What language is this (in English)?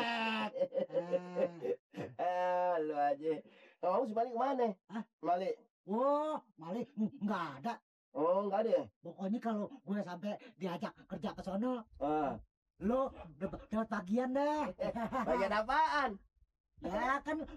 Betawi